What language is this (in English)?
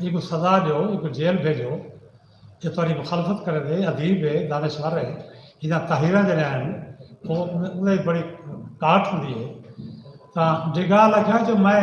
Saraiki